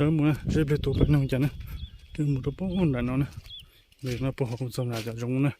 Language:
Hmong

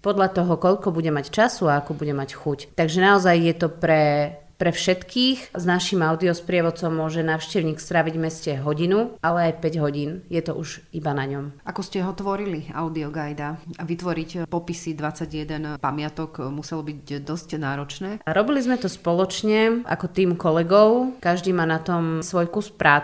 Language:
Slovak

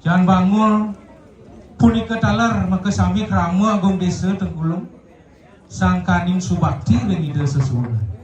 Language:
Balinese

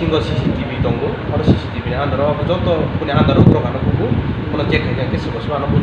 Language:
Riang (India)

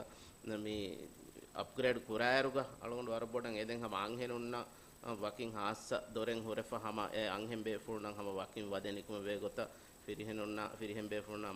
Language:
Divehi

